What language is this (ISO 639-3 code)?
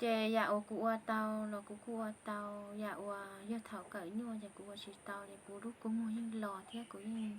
hmn